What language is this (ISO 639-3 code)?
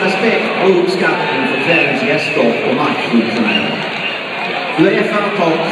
swe